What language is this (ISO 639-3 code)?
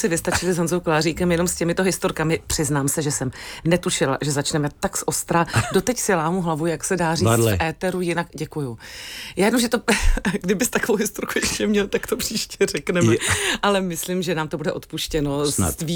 ces